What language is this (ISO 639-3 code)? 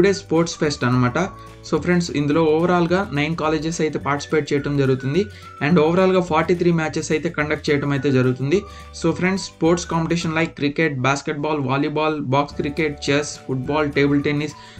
tel